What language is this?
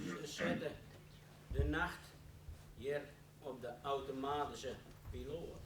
Western Frisian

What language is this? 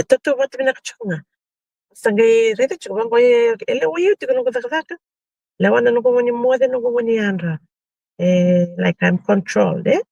Fijian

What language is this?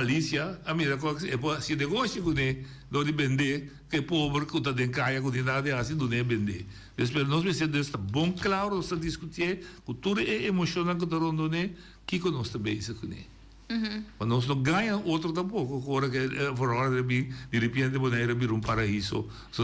Papiamento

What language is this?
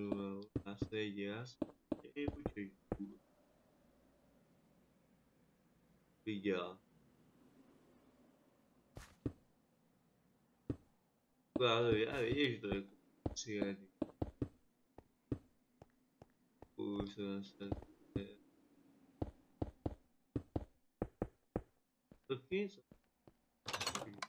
Czech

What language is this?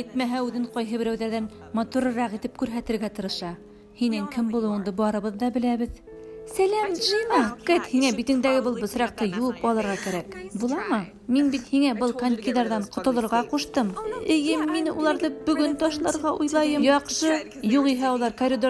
Bashkir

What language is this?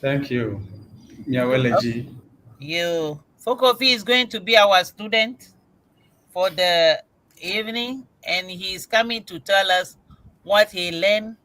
Ewe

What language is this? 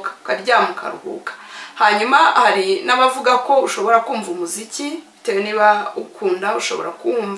Kinyarwanda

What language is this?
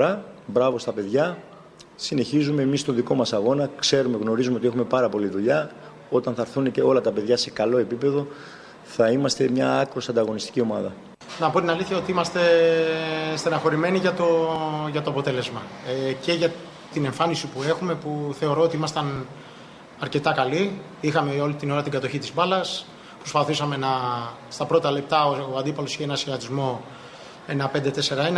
Greek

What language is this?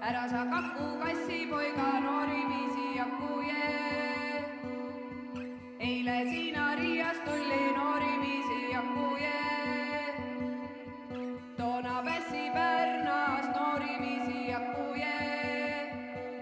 Estonian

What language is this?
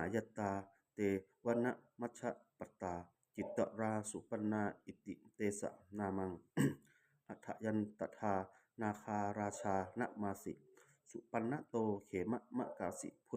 Pali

